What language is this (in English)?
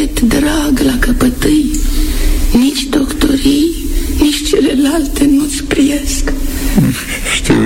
Romanian